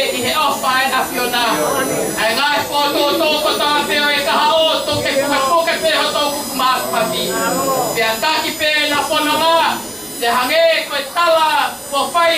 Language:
Tongan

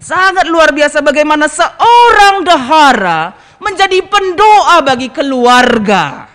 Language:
Batak Karo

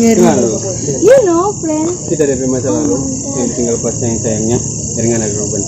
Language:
Manado Malay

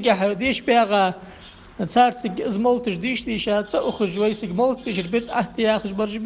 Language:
Ingush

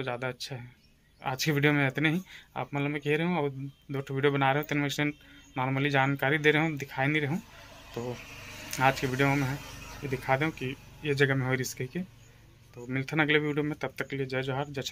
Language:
Chhattisgarhi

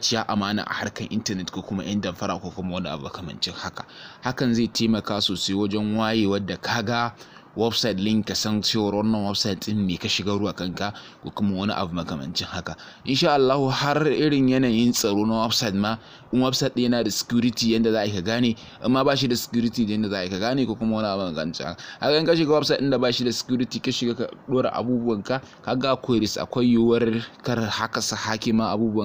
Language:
Hausa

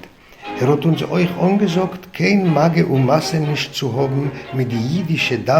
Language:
Yiddish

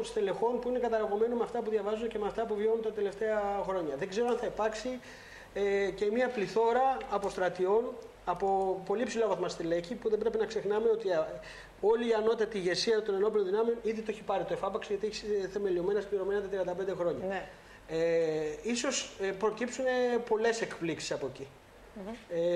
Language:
Greek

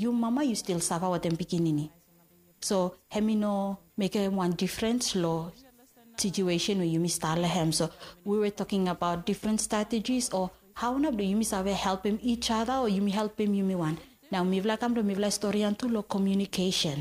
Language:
Bislama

